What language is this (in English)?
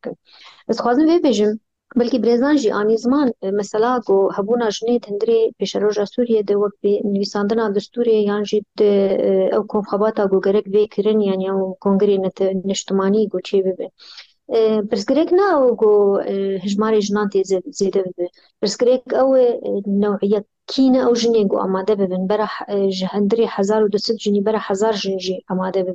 Kurdish